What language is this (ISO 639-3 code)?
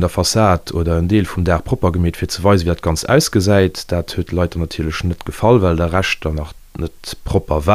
ltz